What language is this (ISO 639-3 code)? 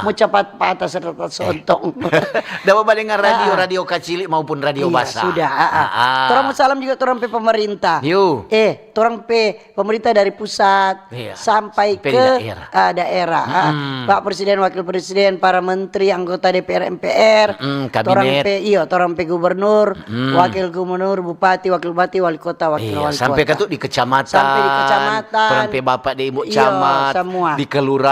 xmm